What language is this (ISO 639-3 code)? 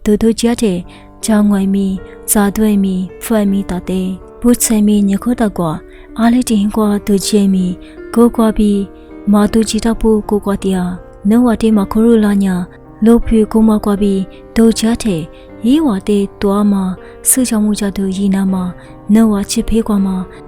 lis